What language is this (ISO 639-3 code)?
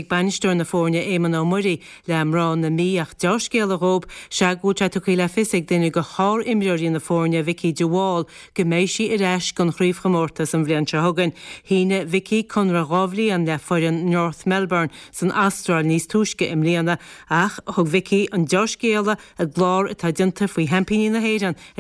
gle